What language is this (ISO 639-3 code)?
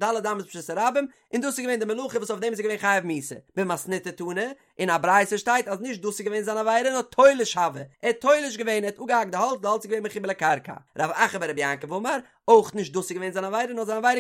yid